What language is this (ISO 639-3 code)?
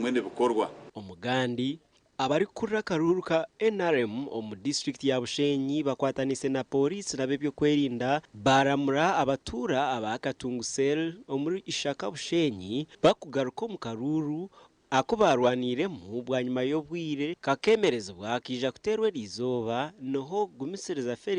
nyn